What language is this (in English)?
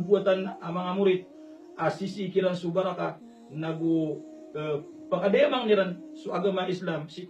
Maranao